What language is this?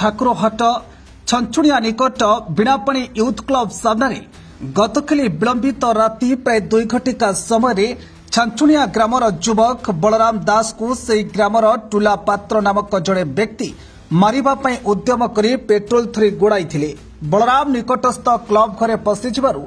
Odia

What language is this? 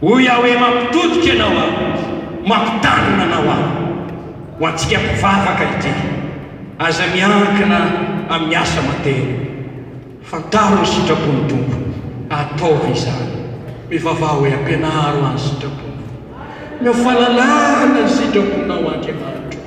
Malagasy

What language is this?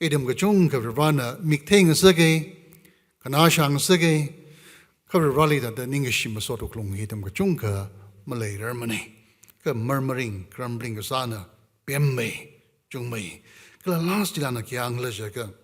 Tangkhul Naga (India)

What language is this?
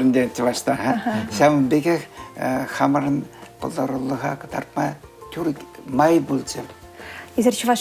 Chuvash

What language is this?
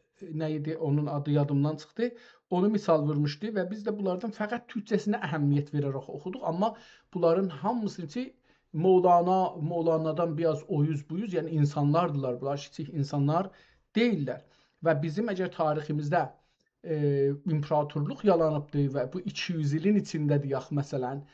South Azerbaijani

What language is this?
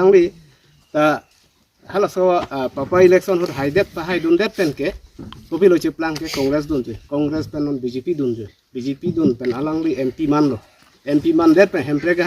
Karbi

